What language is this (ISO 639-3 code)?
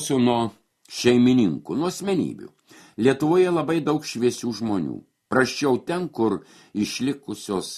lit